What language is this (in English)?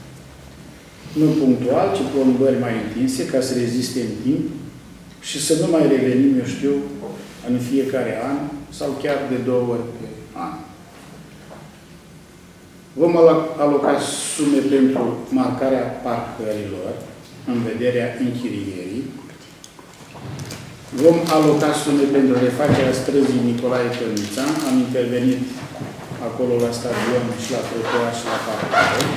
Romanian